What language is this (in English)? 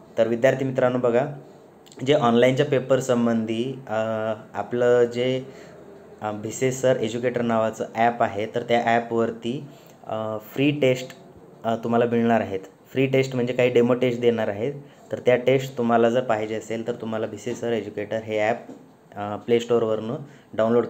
Marathi